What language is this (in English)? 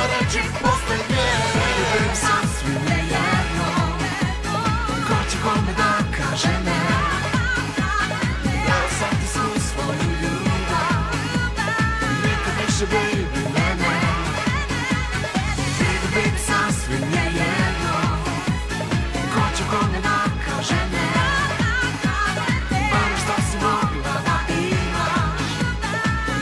Serbian